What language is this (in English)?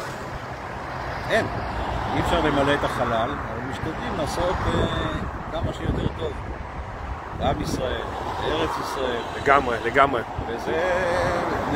Hebrew